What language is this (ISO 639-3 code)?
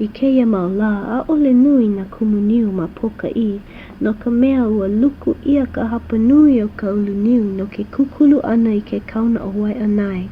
haw